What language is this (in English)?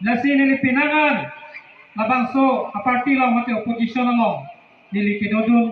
Karbi